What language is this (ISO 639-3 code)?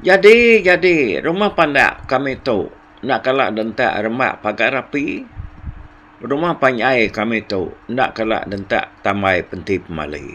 iba